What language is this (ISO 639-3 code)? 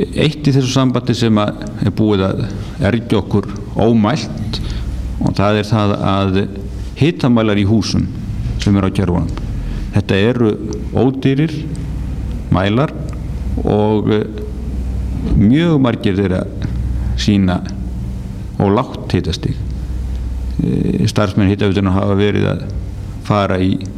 isl